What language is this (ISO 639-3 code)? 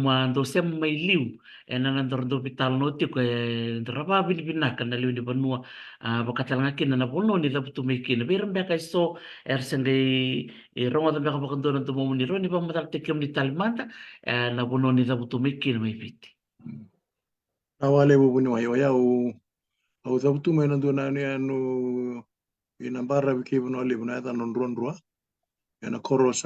fij